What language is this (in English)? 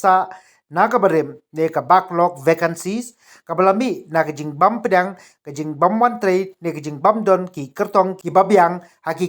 Khasi